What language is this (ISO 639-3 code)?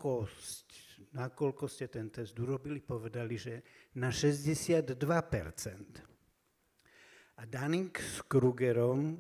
slk